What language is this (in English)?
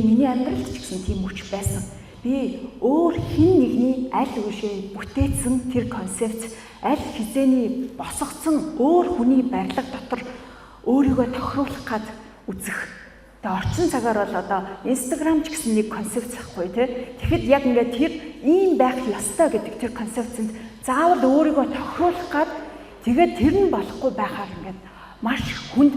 Mongolian